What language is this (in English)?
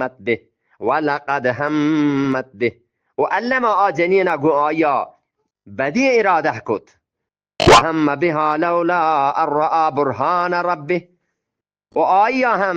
Eastern Balochi